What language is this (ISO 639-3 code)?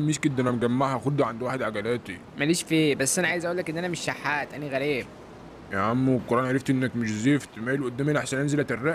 arz